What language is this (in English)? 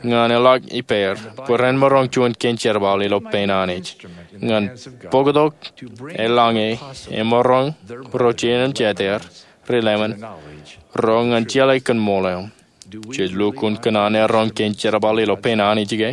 Marshallese